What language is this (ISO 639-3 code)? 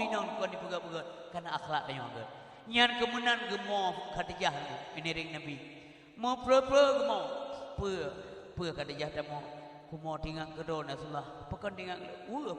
ace